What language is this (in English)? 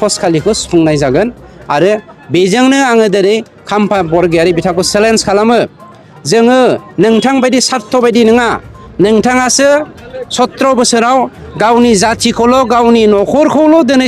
Bodo